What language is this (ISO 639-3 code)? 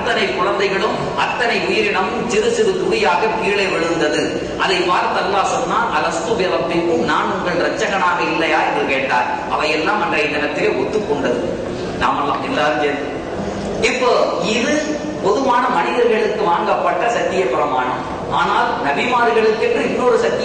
tam